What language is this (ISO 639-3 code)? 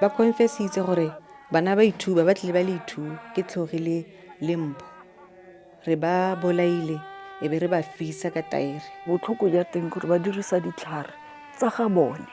tsn